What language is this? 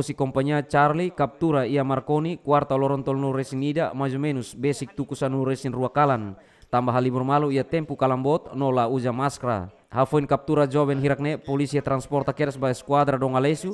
Tetum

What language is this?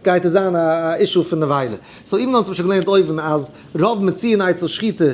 Yiddish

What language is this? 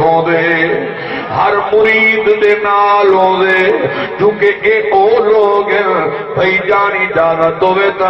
Saraiki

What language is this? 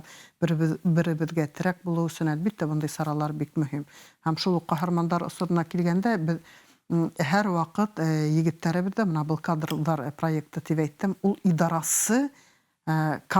Bashkir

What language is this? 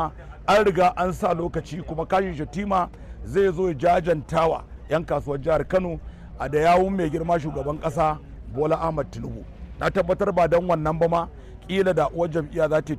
Hausa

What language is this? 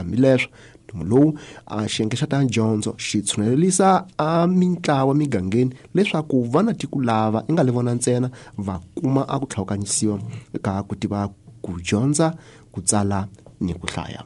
Tsonga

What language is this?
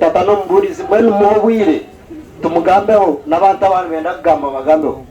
Nyankole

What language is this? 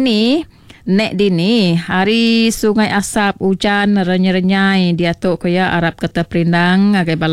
Iban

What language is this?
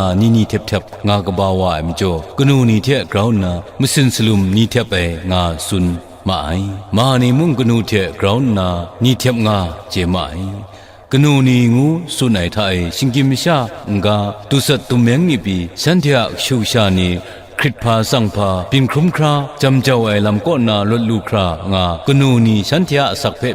Kachin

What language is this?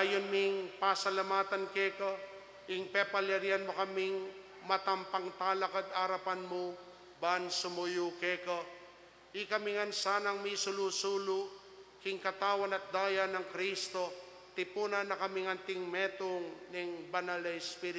Pampanga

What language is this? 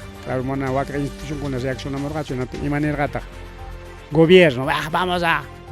Ayacucho Quechua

